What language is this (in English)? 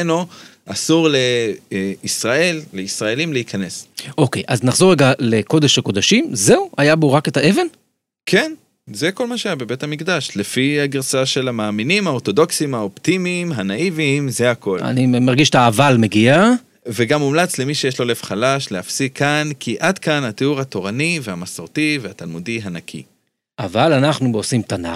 Hebrew